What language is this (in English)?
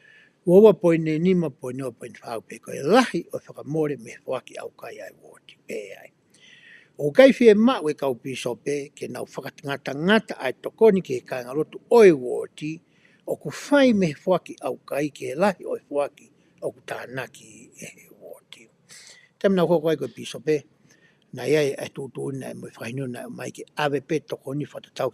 Tongan